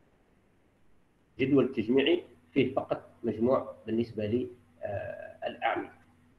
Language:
Arabic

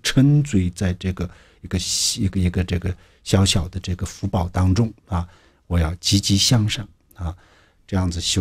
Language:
Chinese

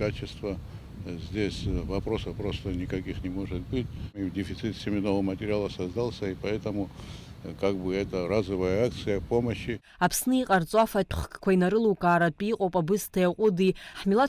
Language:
Abkhazian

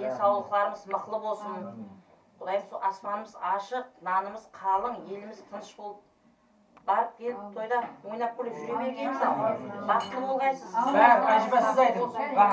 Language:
Kara-Kalpak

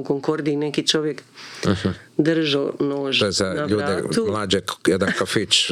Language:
Croatian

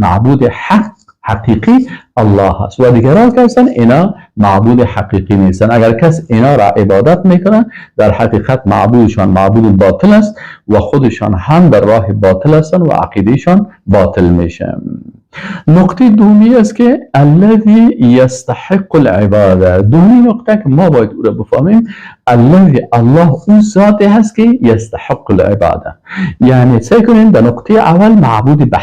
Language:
Persian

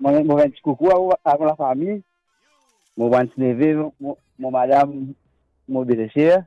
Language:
Morisyen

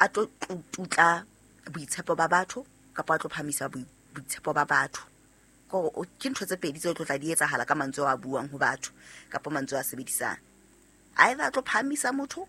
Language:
Southern Sotho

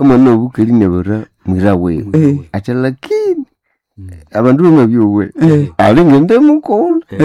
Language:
Nande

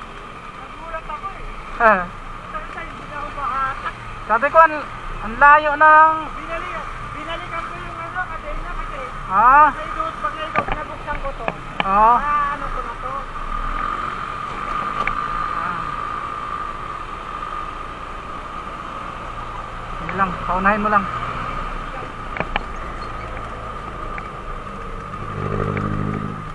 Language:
Filipino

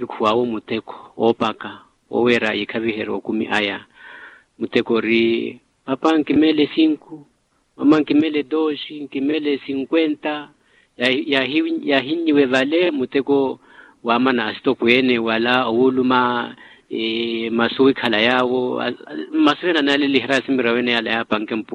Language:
Makhuwa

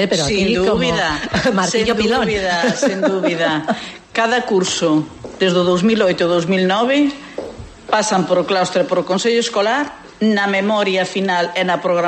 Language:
Galician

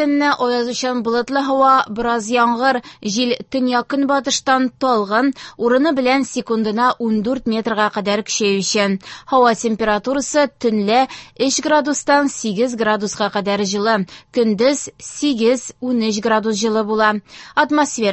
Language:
Tatar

